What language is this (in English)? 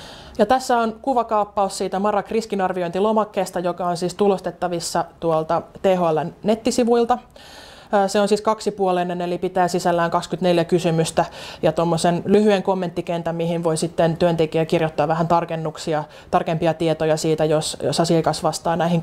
Finnish